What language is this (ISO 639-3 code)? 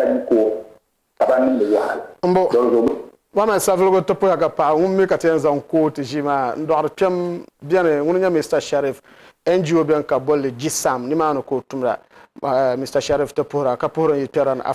dag